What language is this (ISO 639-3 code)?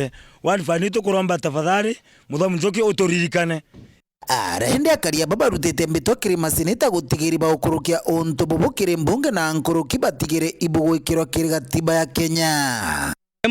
mer